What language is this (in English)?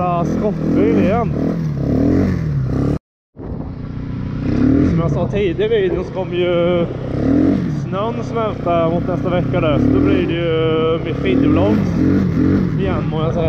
Swedish